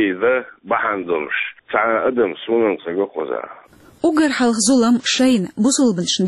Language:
Chechen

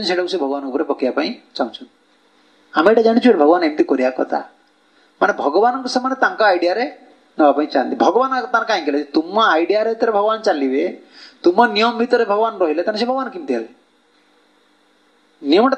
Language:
Odia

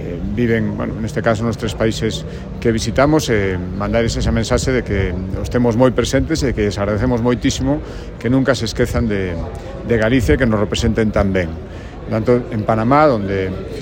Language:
Galician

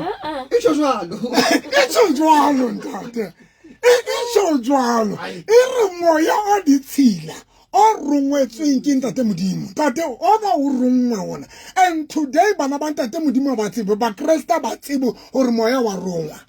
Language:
Southern Sotho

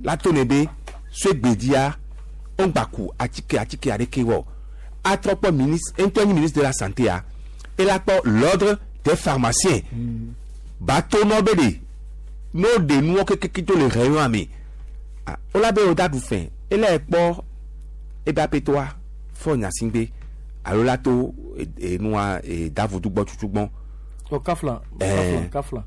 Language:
Gen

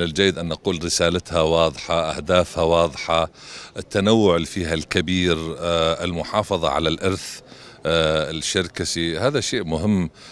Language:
North Levantine Arabic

